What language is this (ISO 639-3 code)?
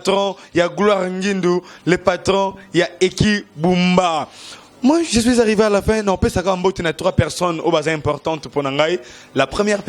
lin